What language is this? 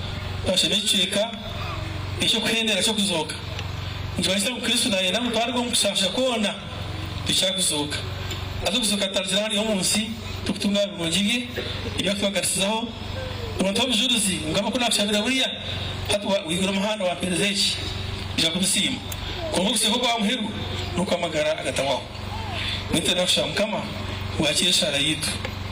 Nyankole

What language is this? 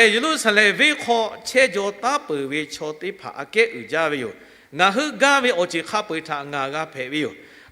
Lahu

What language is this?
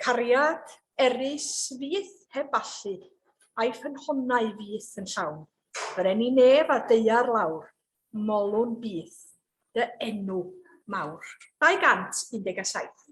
Welsh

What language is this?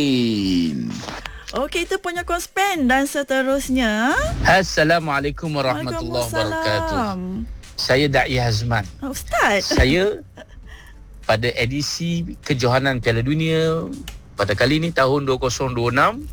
Malay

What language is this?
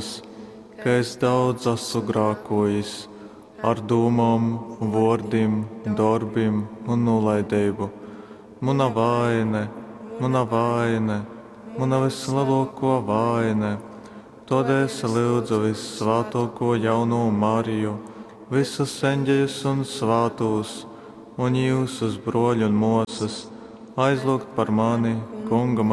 Latgalian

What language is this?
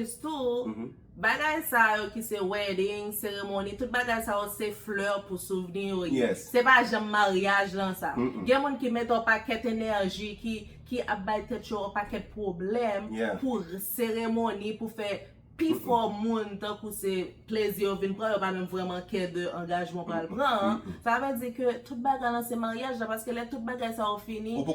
Haitian Creole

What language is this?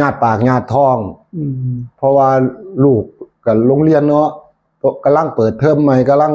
Northeastern Thai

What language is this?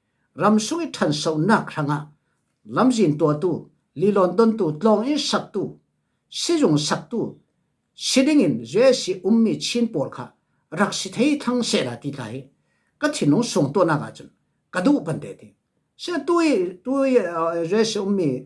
Falam Chin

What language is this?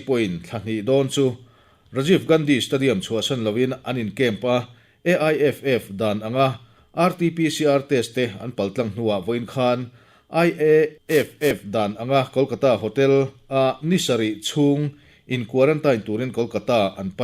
Mizo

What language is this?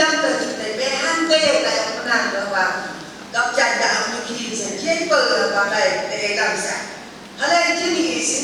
Phom Naga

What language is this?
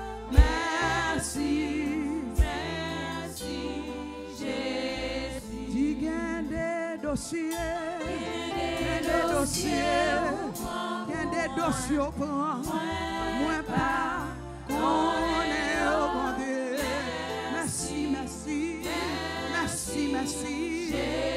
French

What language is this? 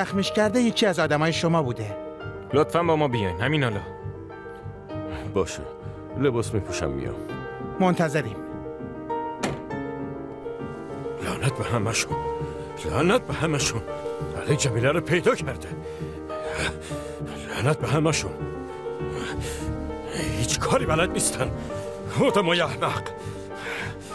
Persian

